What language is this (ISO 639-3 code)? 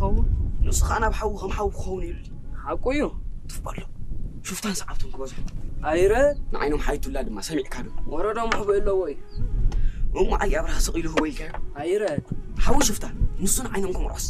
tir